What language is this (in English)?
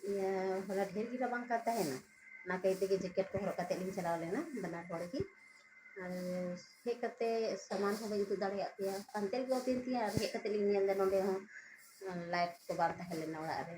Santali